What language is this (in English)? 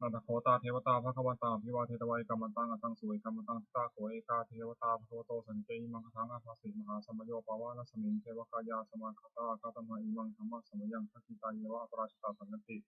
Pali